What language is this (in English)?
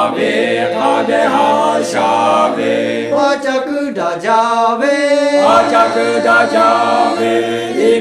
Lahu